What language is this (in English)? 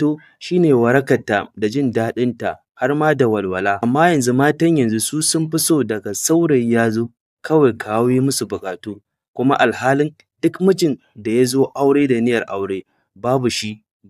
Hausa